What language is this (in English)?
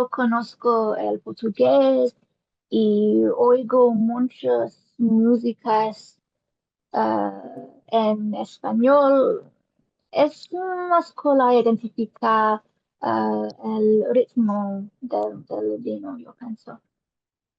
Ladino